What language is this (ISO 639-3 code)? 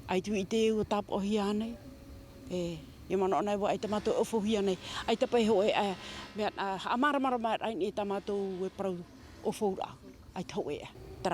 tah